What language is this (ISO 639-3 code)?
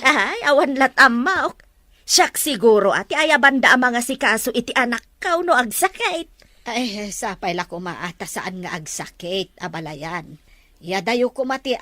ilo